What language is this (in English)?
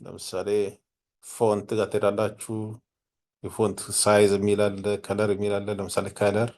Amharic